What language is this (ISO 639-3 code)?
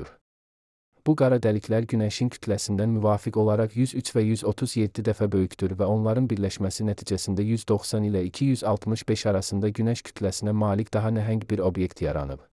aze